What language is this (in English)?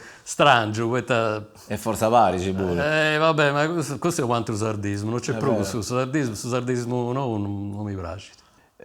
Sardinian